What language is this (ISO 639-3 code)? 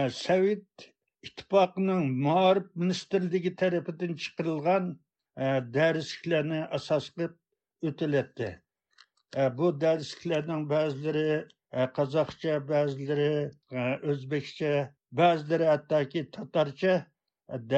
uig